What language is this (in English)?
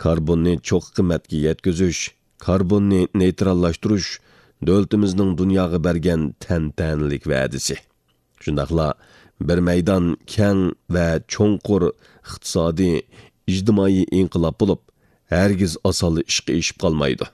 Uyghur